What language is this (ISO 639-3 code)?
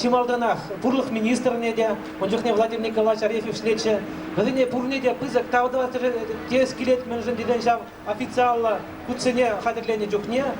chv